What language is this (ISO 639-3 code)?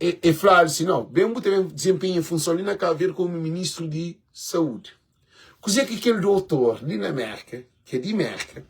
kea